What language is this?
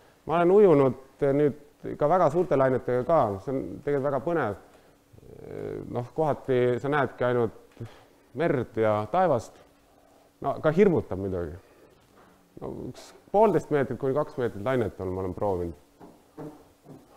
Estonian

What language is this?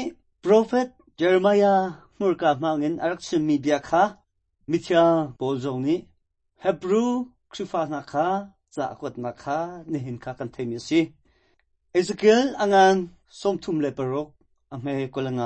Hakha Chin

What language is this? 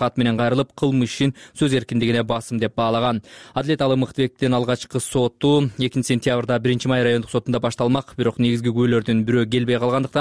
Kyrgyz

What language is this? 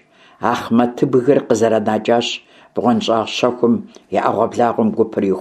Kabardian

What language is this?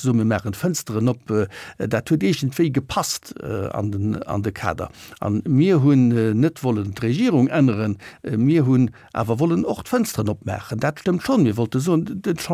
Luxembourgish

